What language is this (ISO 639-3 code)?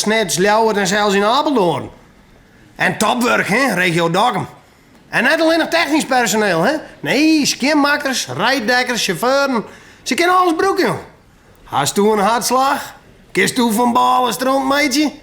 fry